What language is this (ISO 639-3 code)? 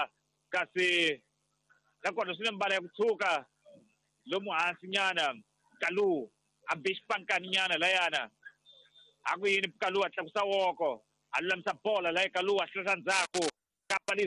tso